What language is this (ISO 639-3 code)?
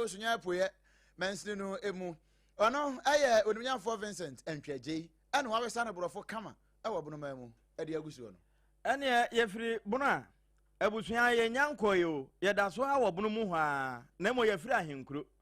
aka